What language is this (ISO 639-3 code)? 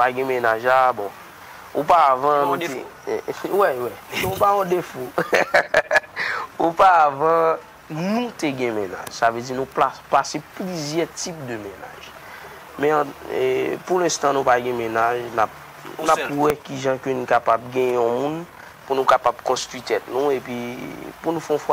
hat